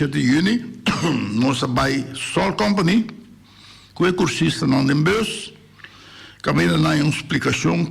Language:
Papiamento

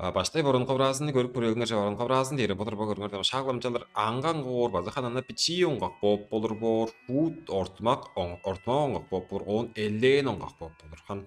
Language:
Tuvinian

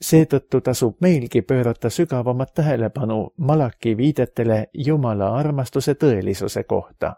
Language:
Estonian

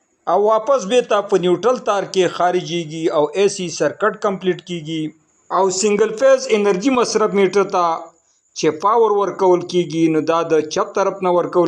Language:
Pashto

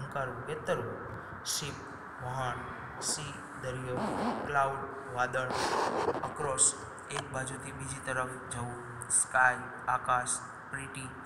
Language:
Gujarati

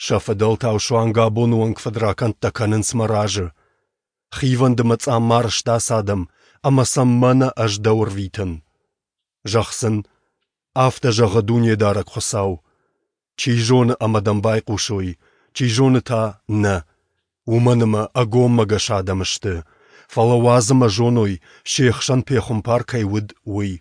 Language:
Ossetic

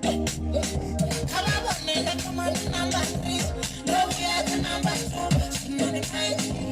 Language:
Venda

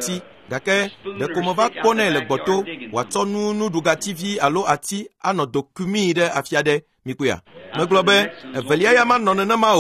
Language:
Ewe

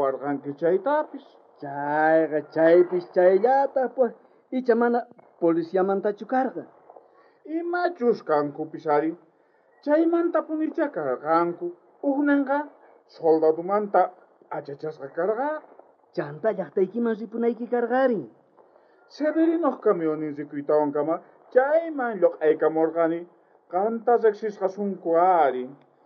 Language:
South Bolivian Quechua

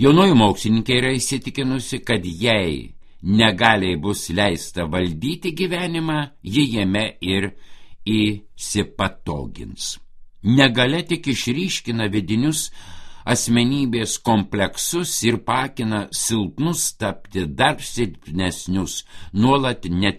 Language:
Lithuanian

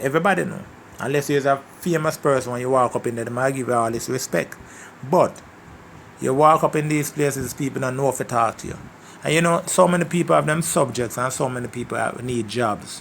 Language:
Jamaican Creole English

